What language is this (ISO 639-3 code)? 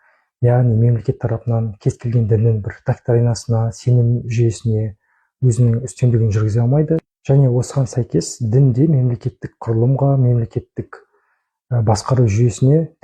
kaz